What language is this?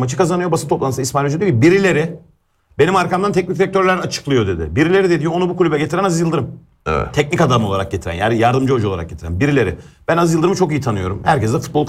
Turkish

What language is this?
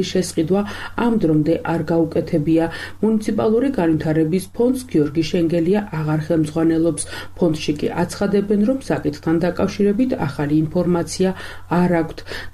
Georgian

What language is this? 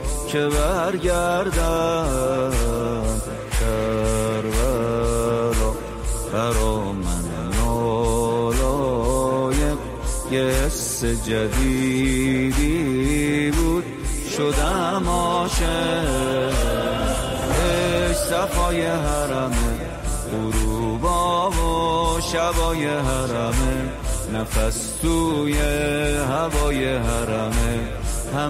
Persian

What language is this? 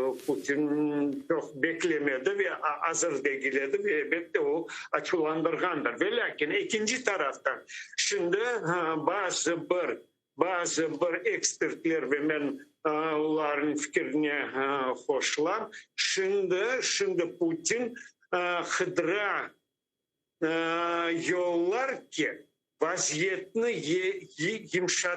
Crimean Tatar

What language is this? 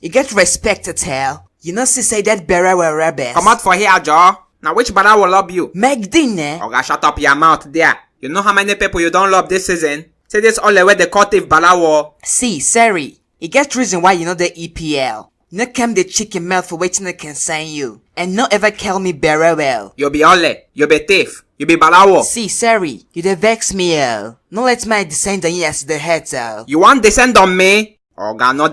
Nigerian Pidgin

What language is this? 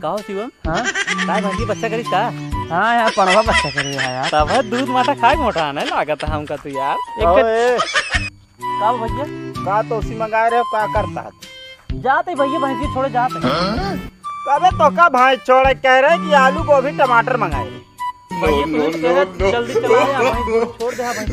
Awadhi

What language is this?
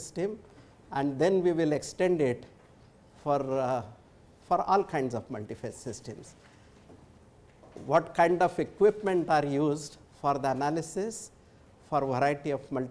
English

